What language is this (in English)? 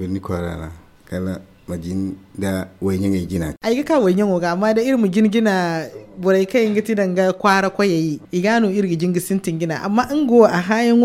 Zarma